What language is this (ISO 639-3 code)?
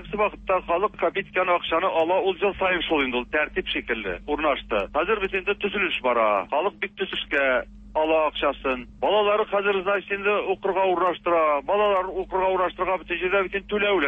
tat